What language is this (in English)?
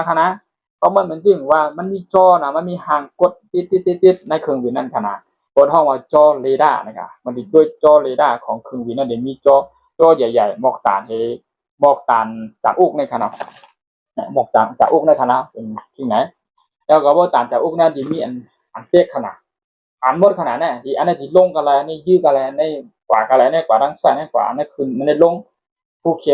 Shan